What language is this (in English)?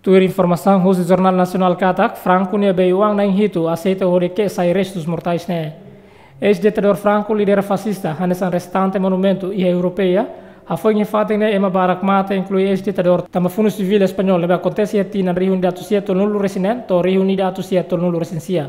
Tetum